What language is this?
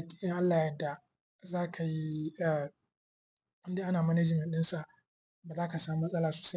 Hausa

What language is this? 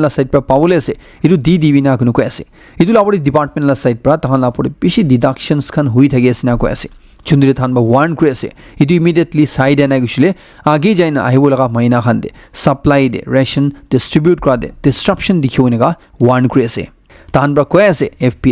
Naga Pidgin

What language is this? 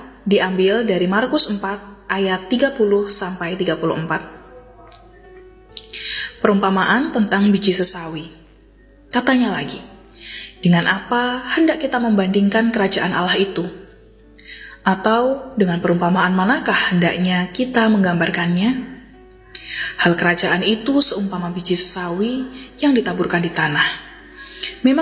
Indonesian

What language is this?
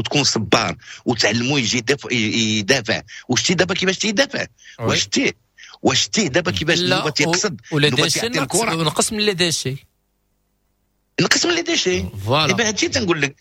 Moroccan Arabic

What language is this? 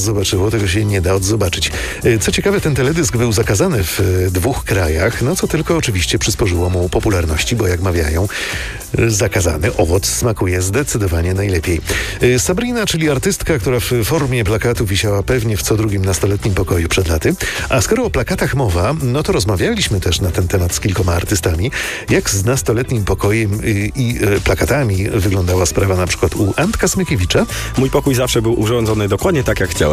Polish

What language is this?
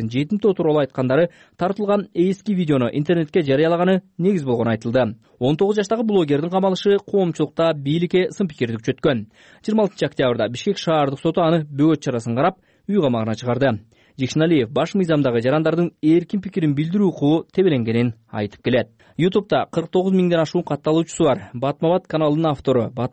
Kyrgyz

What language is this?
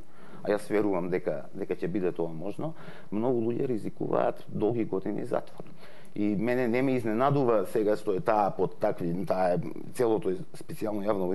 Macedonian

